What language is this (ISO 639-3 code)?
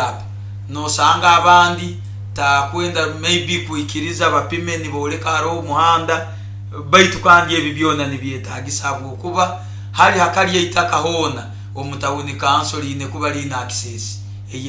nyo